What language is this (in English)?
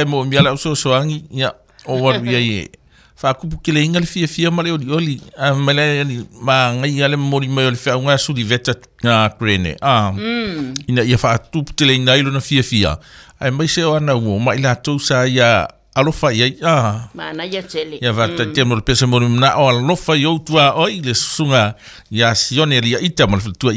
Samoan